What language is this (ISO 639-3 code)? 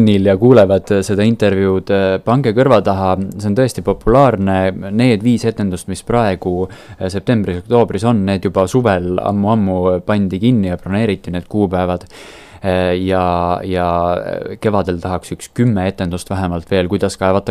est